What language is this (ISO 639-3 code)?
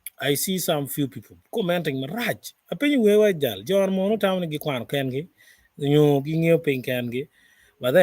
ach